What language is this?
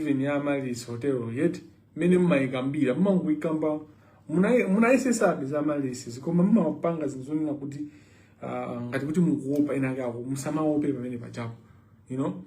Nyanja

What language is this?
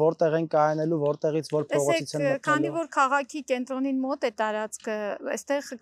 Armenian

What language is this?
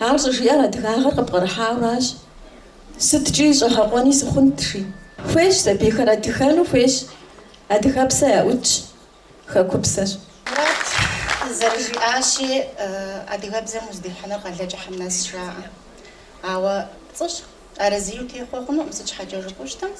Kabardian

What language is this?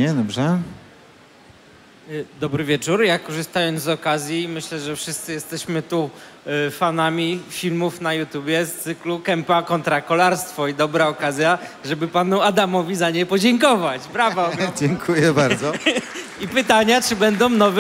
Polish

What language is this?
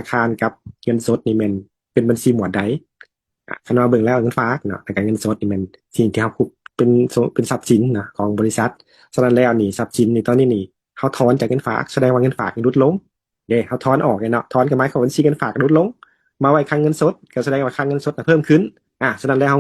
Lao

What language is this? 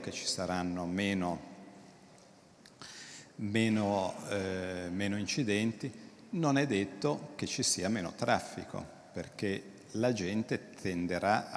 Italian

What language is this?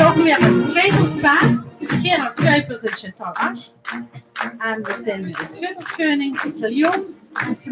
Limburgish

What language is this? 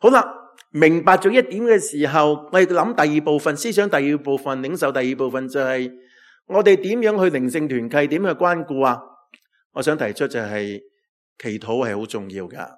Cantonese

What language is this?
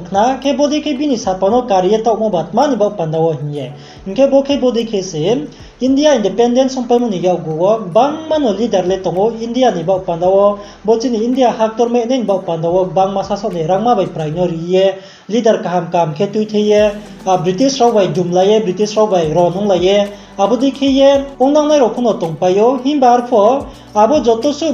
Riang (India)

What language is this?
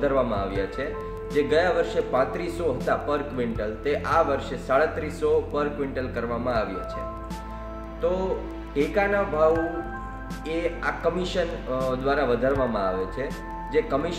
Gujarati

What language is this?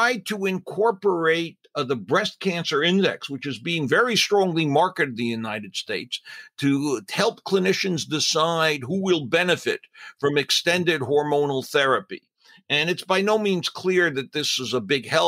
English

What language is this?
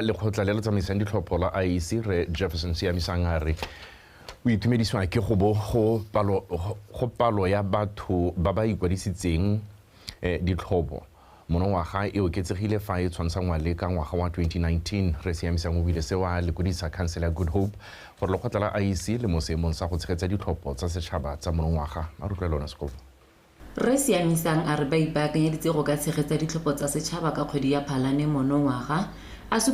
Tswana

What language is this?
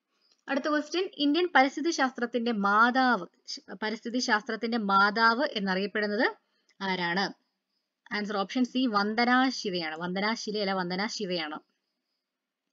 Malayalam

